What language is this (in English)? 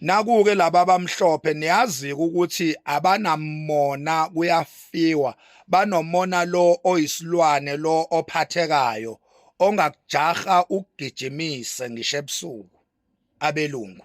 Zulu